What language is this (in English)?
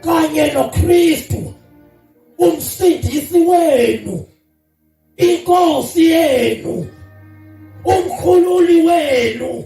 Zulu